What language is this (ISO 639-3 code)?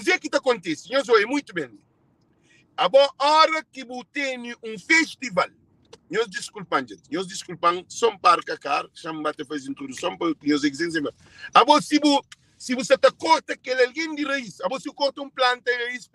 kea